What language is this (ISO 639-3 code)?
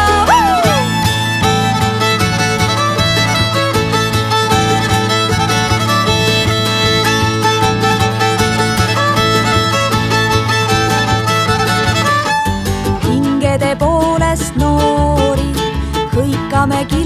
est